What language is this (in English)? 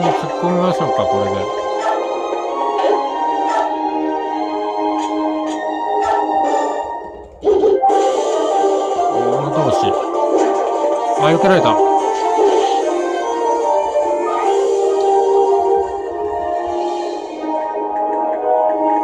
Japanese